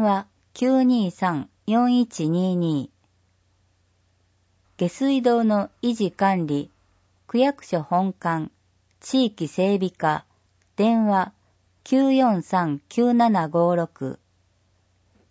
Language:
Japanese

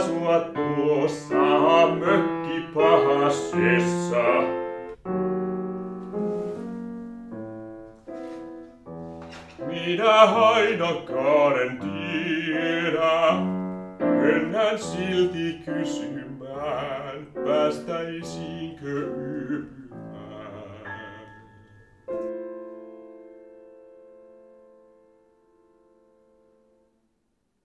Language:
Finnish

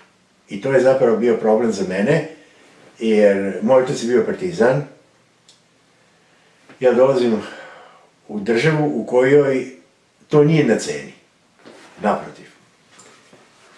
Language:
Serbian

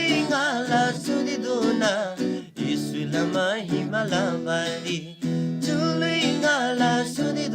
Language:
Eastern Tamang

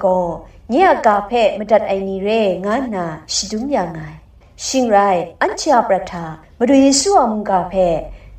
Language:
Kachin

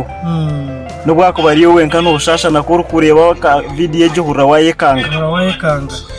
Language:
Nyankole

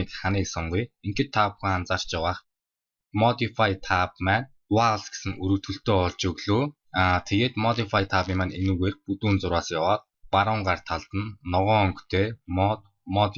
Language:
Mongolian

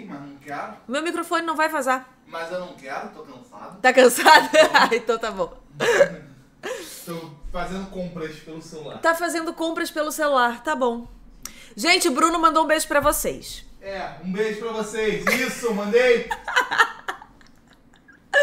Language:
Portuguese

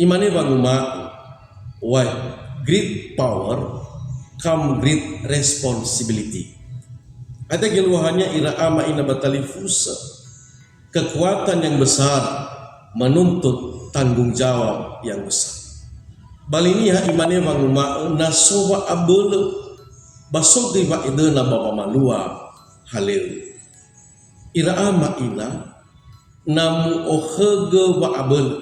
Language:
Nias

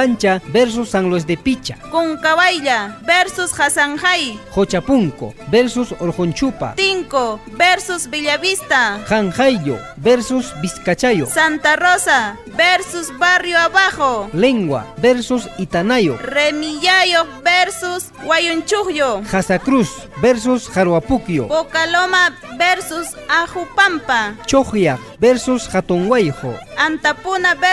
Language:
Ayacucho Quechua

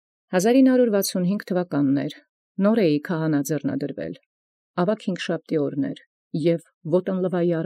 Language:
Armenian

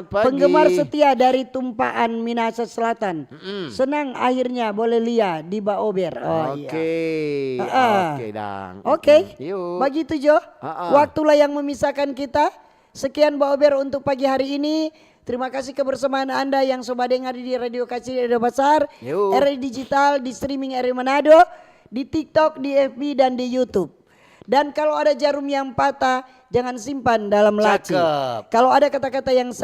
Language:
Manado Malay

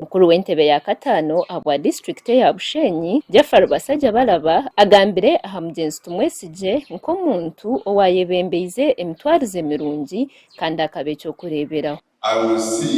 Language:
Nyankole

